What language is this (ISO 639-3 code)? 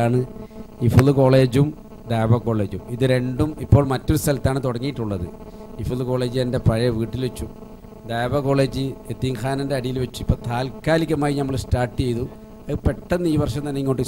mal